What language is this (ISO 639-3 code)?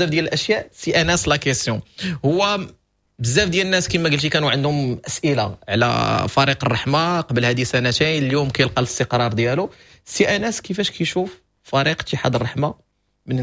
ary